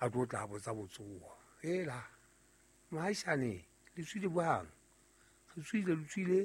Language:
Southern Sotho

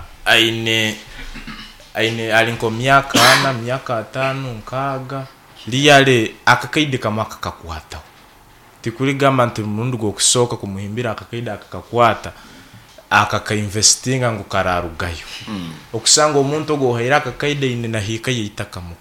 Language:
Nyankole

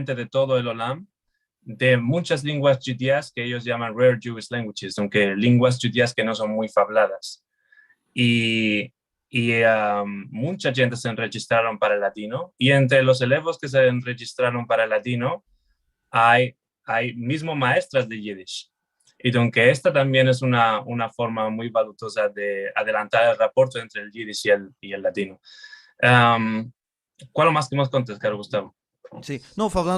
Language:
Ladino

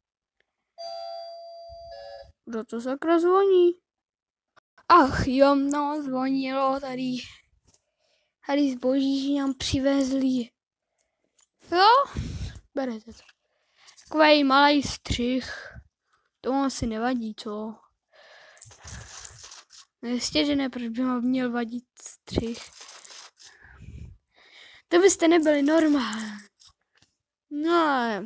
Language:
Czech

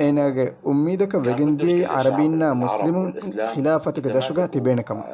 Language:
Divehi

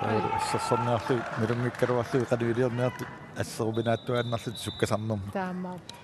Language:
Kalaallisut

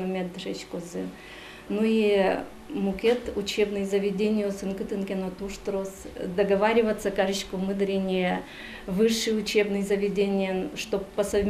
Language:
Udmurt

